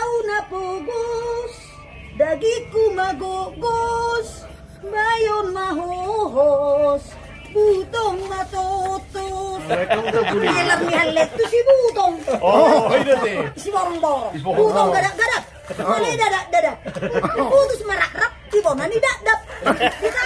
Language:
Batak Toba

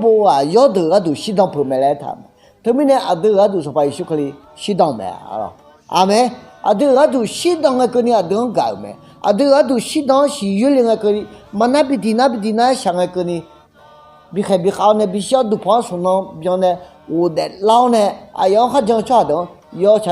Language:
Akha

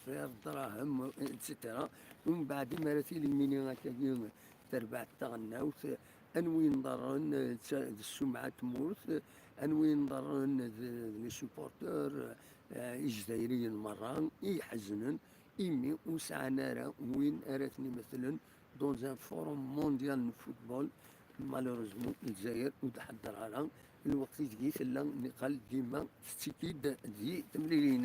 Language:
Kabyle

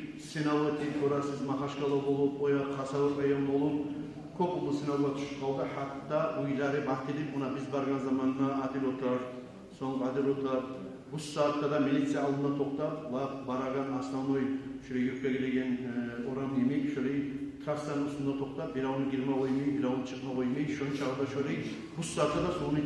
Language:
Kumyk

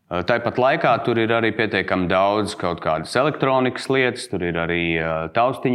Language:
Latvian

